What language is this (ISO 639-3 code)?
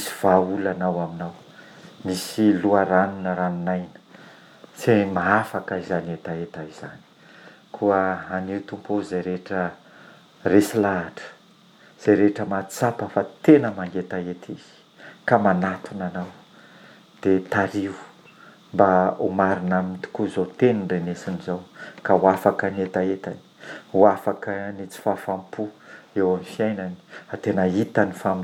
mlg